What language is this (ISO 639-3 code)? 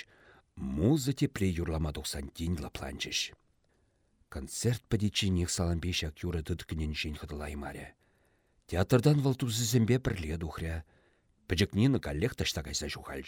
chv